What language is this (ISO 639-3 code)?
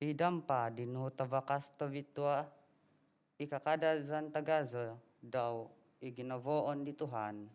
dtp